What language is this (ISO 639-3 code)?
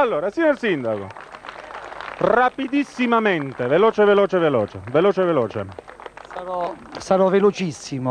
ita